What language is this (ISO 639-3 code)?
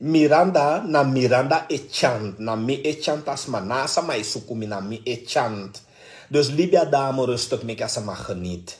srn